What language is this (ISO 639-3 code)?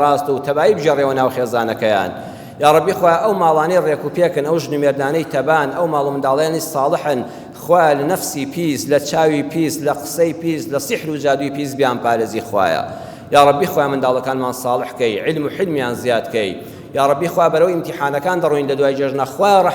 ckb